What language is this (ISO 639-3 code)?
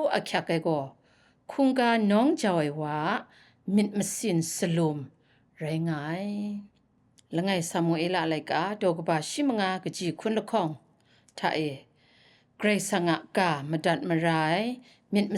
kac